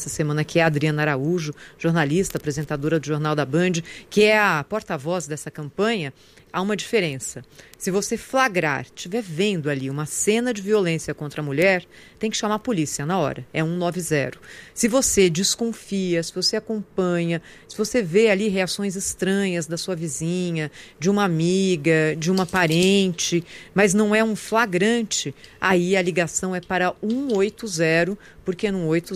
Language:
Portuguese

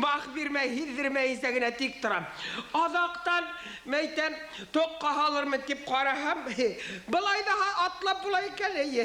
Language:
Bashkir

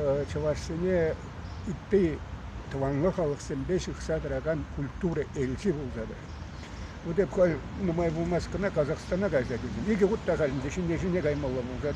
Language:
Chuvash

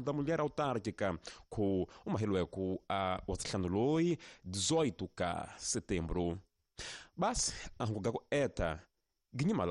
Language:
Tsonga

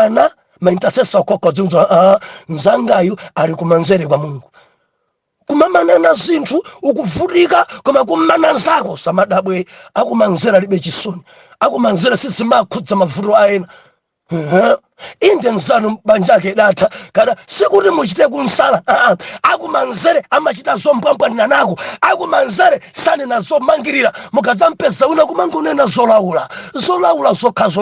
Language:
Nyanja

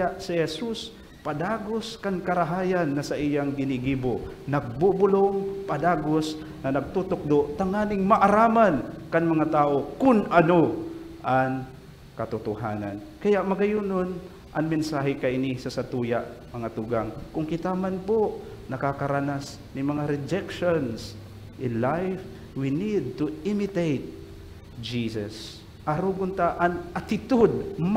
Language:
Bikol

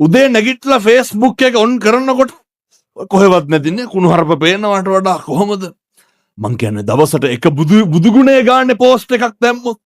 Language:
Sinhala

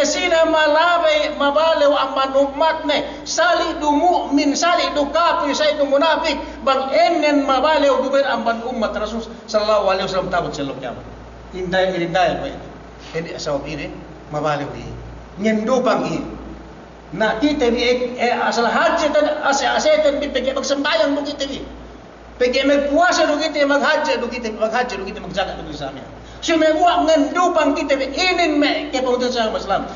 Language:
Yakan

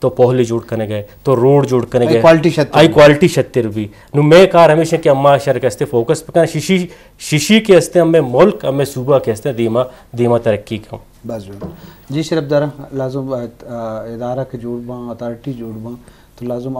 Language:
Eastern Balochi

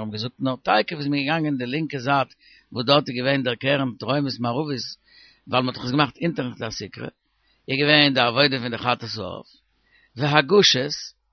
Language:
Yiddish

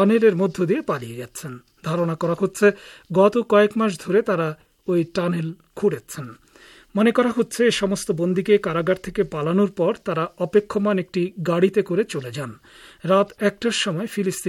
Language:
Bangla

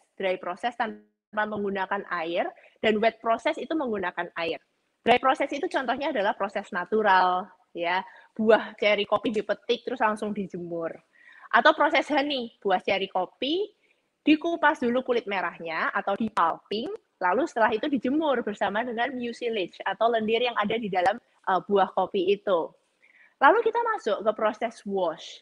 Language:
Indonesian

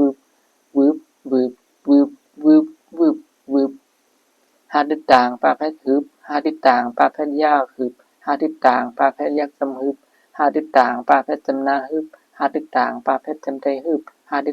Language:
Shan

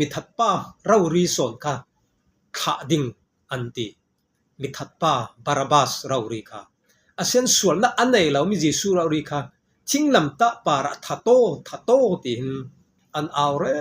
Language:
Falam Chin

